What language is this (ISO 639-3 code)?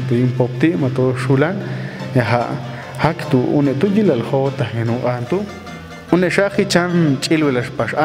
jac